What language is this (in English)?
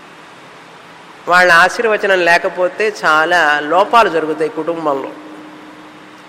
Telugu